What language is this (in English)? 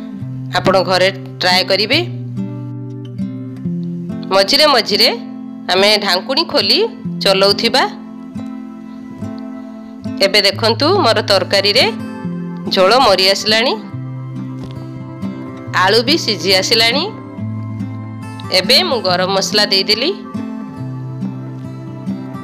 Odia